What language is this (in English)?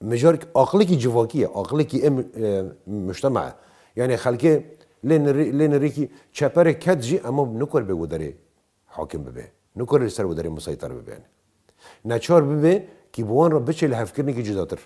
Kurdish